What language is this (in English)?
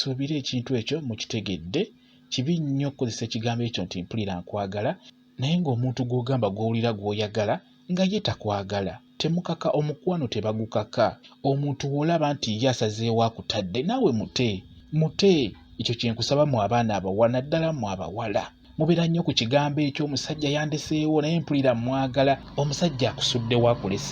Ganda